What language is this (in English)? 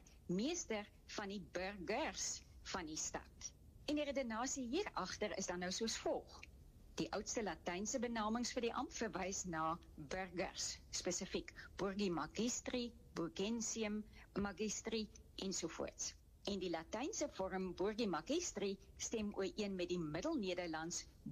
Afrikaans